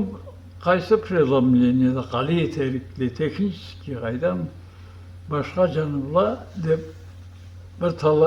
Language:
Karachay-Balkar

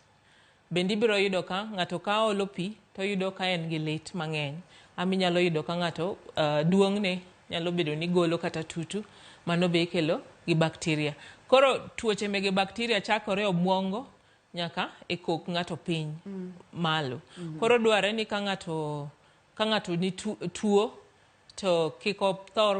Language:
Luo (Kenya and Tanzania)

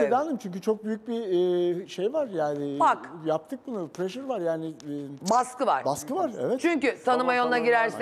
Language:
Turkish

